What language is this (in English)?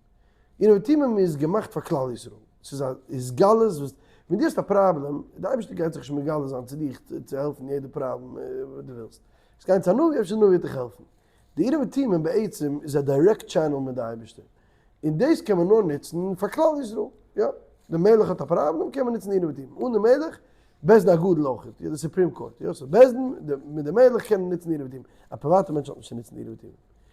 Yiddish